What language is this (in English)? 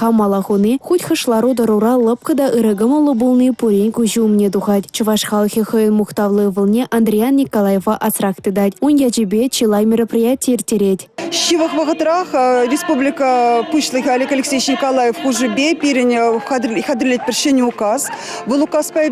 Chuvash